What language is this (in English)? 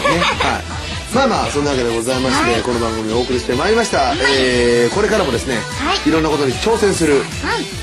Japanese